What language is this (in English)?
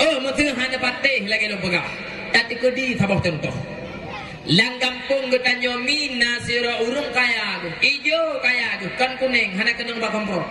Achinese